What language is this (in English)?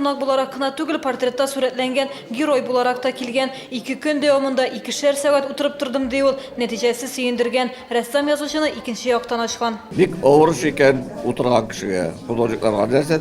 Tatar